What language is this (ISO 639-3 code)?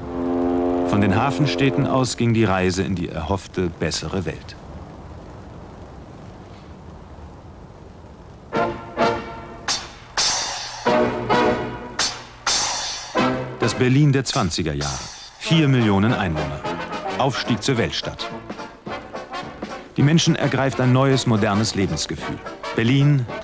deu